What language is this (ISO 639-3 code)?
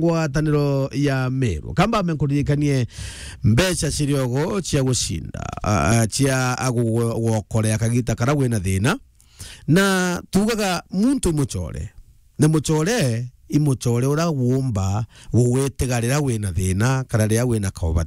mer